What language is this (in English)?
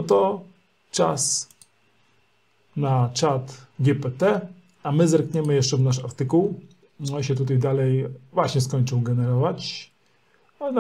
Polish